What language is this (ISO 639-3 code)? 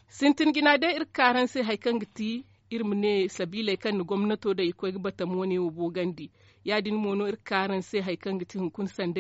dje